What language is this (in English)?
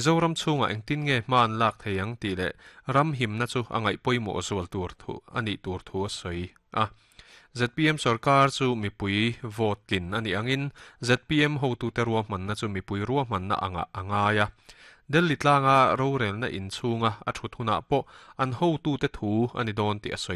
Mizo